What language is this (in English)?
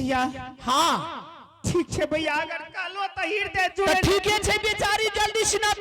Angika